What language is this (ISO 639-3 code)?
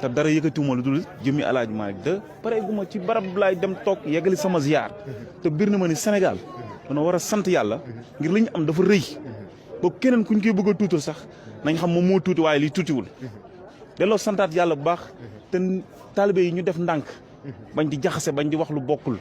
wol